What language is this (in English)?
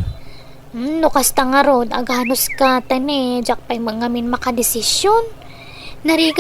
Iloko